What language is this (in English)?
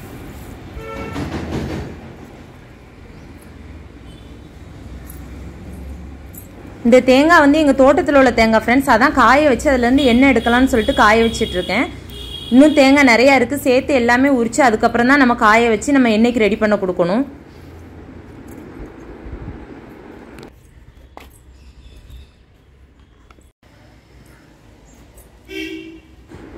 Tamil